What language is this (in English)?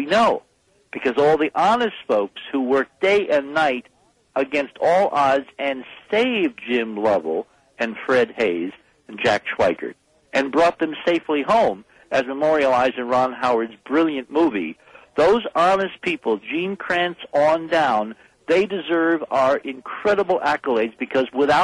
English